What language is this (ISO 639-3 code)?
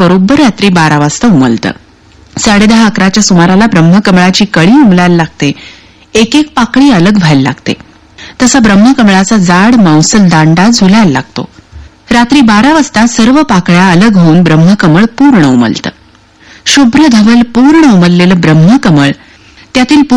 mar